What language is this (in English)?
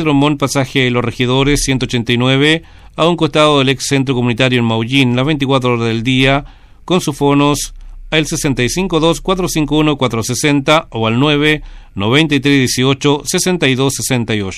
Spanish